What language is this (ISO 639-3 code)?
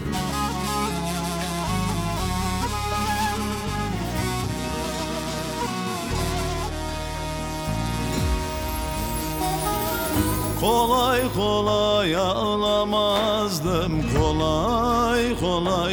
tur